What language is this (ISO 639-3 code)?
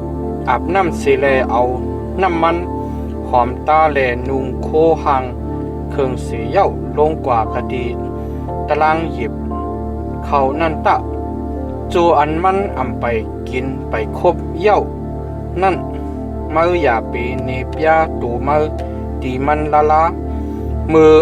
shn